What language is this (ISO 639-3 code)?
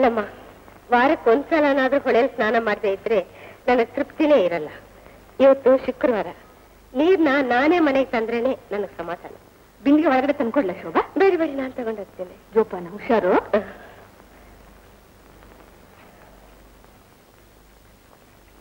kan